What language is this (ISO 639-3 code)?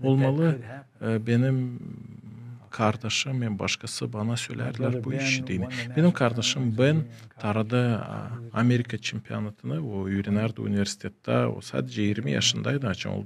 gag